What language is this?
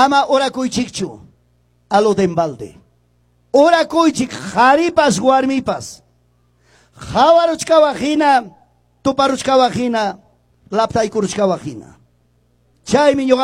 Quechua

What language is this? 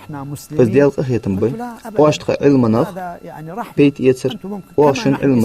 Ingush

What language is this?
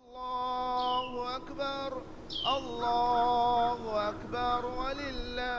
Divehi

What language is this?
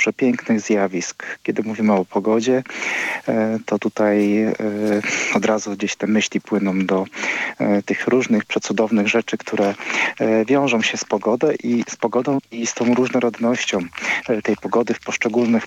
Polish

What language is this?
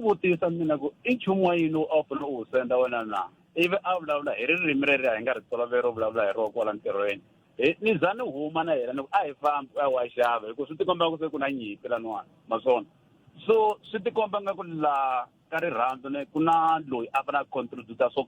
Tsonga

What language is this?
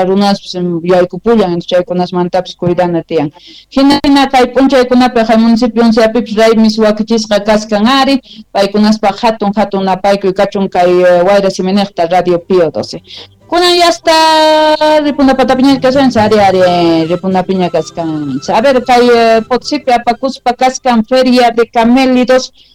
Quechua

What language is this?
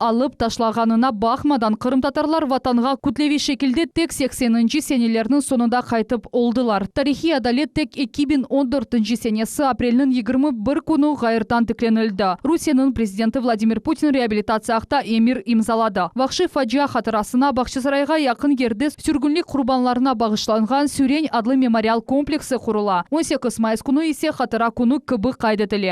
Crimean Tatar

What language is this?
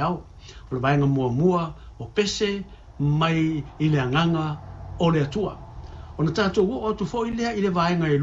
Samoan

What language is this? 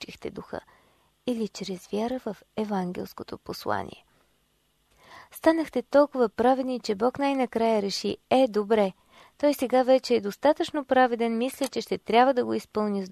Bulgarian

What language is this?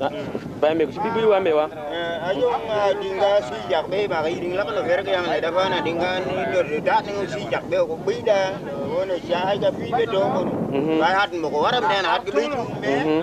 Tupuri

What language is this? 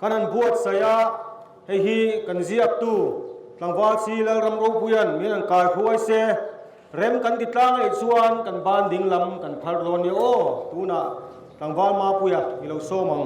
Mizo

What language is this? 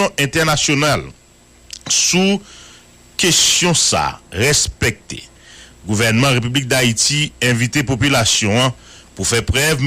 Haitian Creole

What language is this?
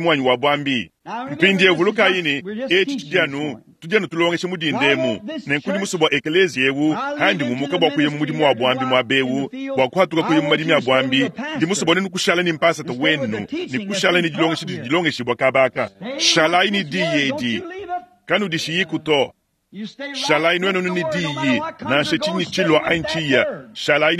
Luba-Lulua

